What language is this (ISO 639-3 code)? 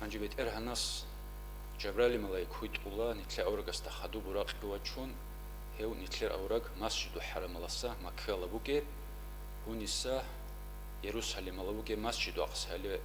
ava